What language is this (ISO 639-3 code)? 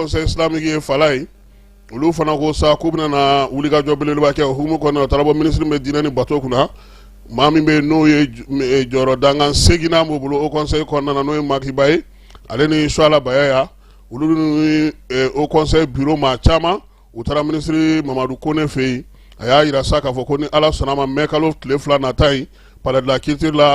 bam